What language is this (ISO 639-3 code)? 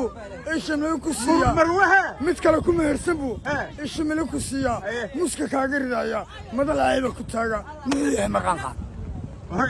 som